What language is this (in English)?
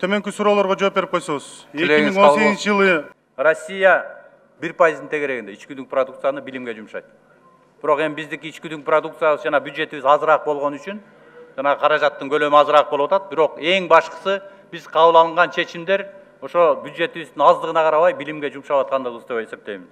Kyrgyz